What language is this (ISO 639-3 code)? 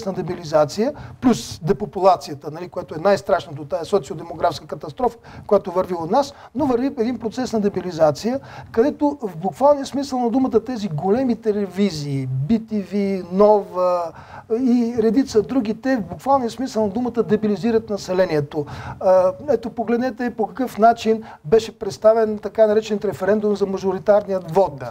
bul